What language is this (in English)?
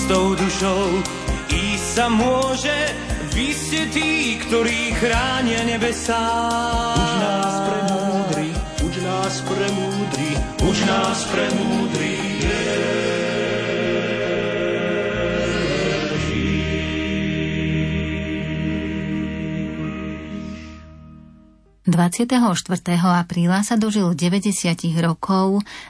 Slovak